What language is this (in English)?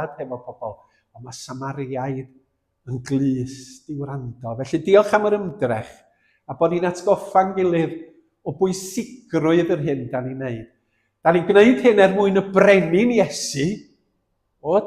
Welsh